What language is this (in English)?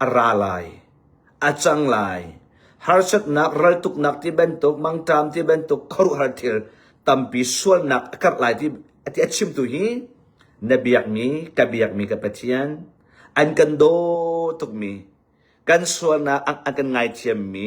Hakha Chin